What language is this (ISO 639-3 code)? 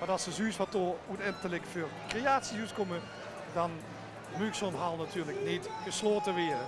lim